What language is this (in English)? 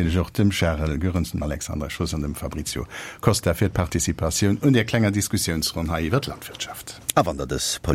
Luxembourgish